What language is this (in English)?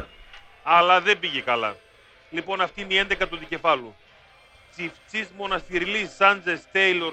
Greek